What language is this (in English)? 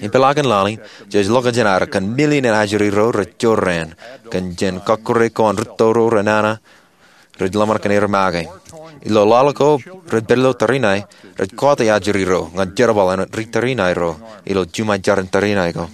Marshallese